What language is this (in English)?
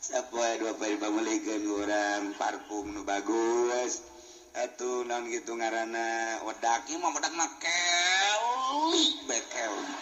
Sundanese